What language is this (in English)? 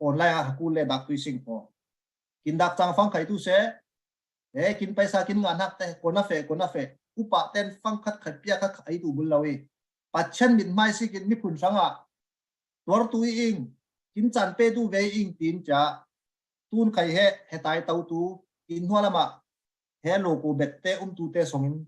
Falam Chin